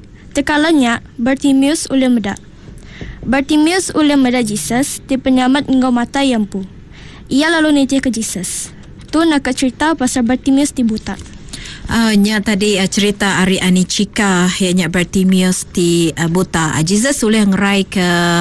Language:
Iban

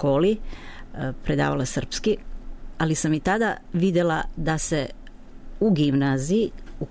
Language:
Serbian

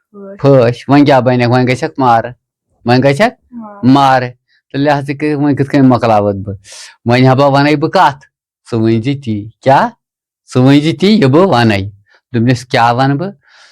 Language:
Kashmiri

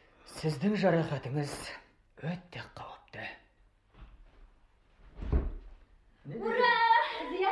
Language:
Kazakh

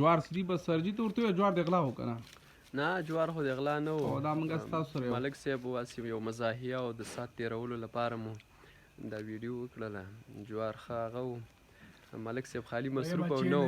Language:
Pashto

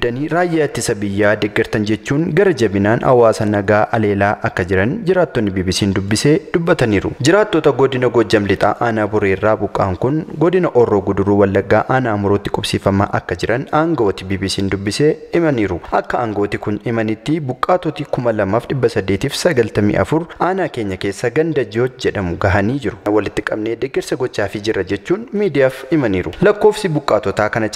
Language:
Oromo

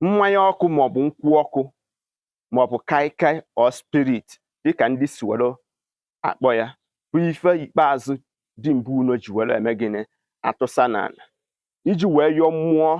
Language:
Igbo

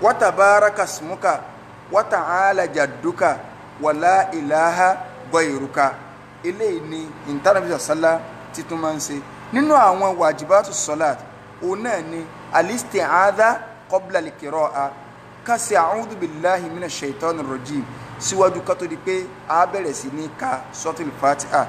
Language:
Yoruba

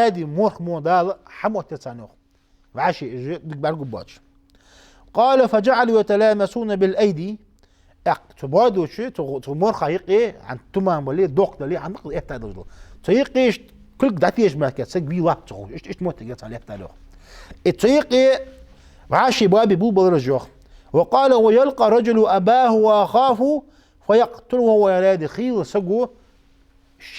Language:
Ingush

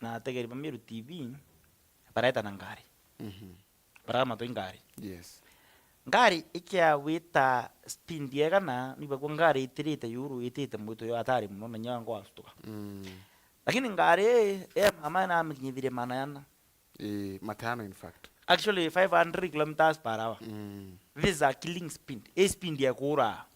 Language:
Meru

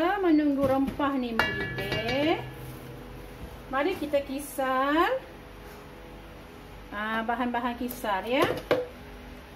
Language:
Malay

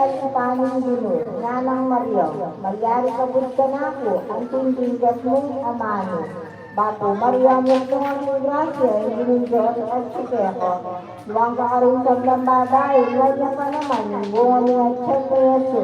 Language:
Pampanga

